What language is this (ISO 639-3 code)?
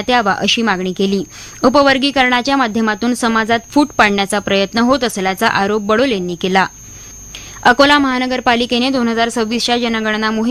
mar